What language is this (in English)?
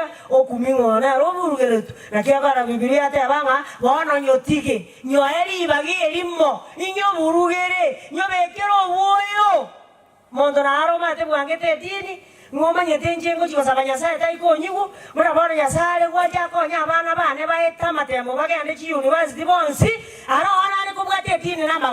Gusii